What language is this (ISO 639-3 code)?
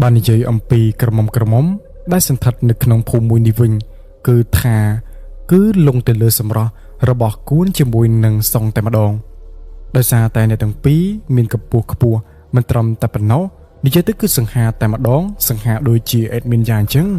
khm